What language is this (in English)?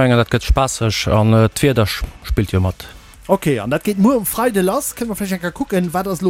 Luxembourgish